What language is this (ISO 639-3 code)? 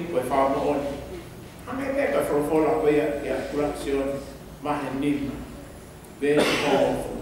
ton